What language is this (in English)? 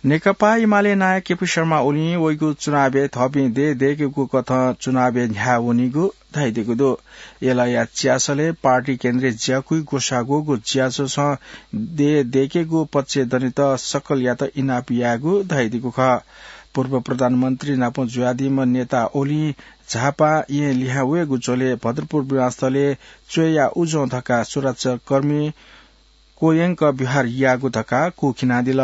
Newari